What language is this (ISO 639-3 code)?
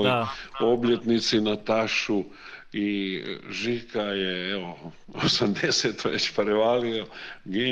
hrv